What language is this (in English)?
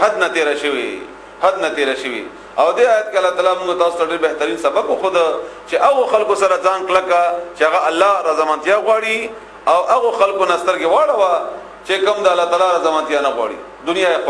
Pashto